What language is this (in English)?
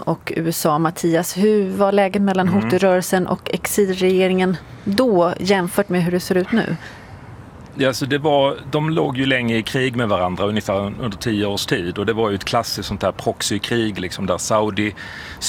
Swedish